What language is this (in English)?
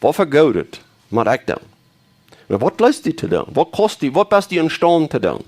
Plautdietsch